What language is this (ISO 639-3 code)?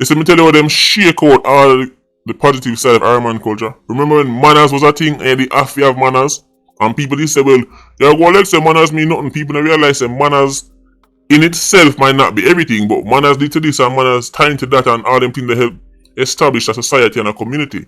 jam